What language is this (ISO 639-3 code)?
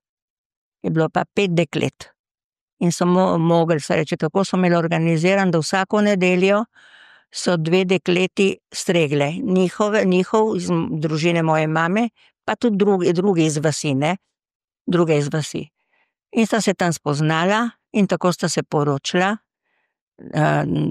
slv